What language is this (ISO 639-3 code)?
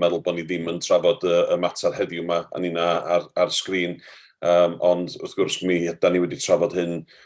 cym